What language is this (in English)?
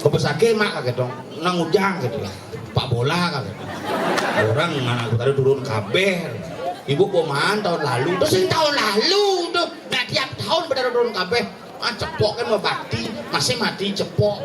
Balinese